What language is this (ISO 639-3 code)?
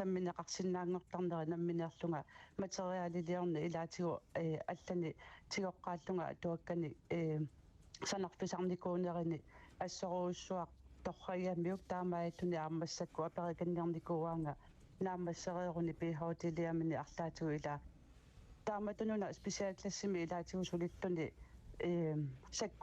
kal